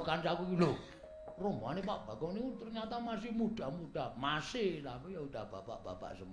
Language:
Javanese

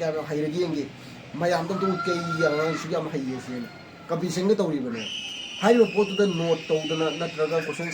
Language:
Manipuri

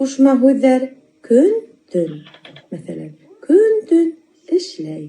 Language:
Bashkir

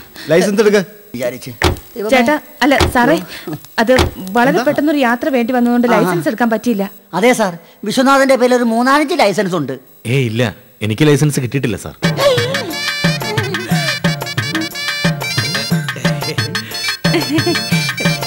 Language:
Malayalam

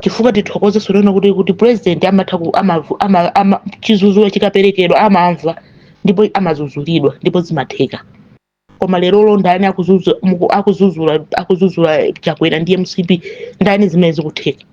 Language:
Nyanja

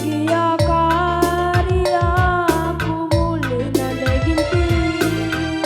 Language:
Batak Karo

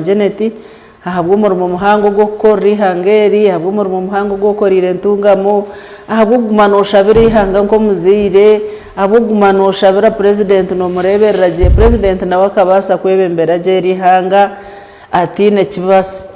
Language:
Nyankole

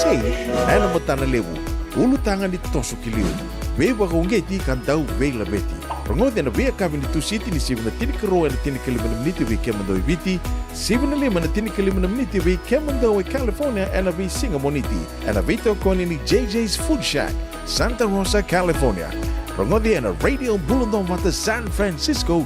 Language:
Fijian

